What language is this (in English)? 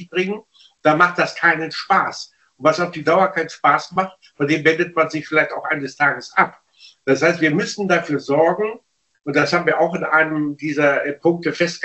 German